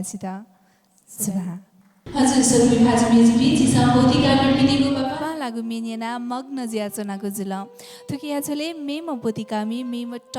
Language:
Newari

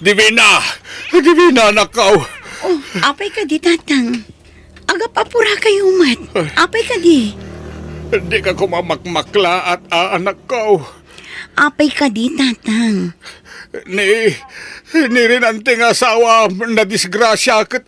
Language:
Iloko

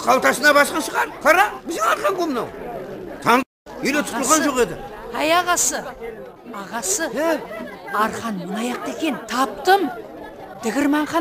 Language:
Kara-Kalpak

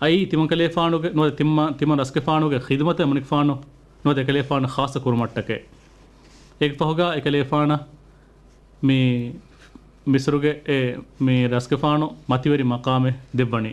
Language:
Divehi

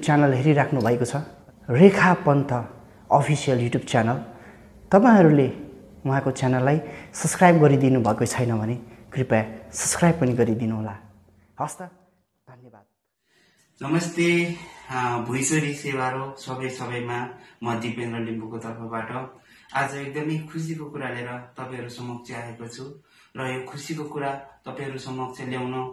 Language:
Nepali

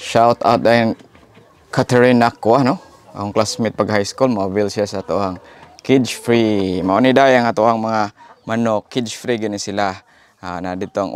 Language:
Cebuano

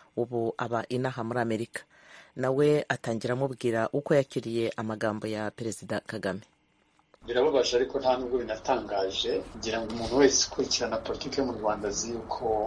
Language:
Kinyarwanda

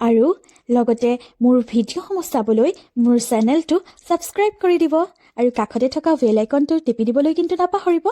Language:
Assamese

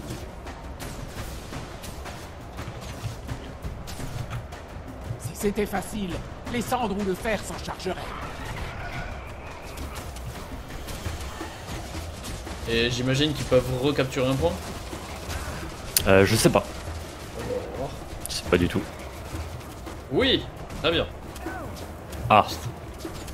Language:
French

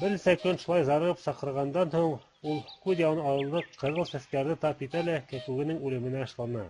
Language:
Bashkir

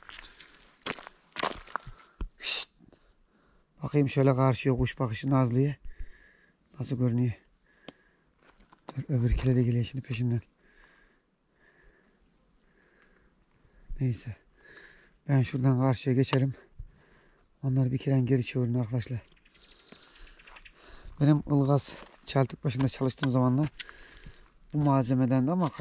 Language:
Turkish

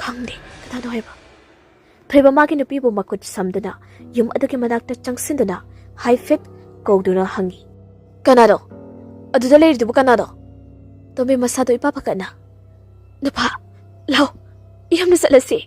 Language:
Manipuri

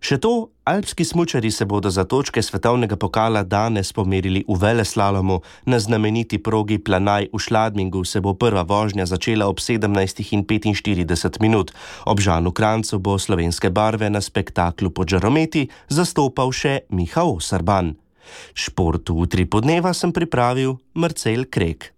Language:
Slovenian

